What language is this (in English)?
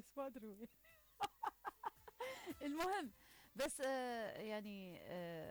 Mesopotamian Arabic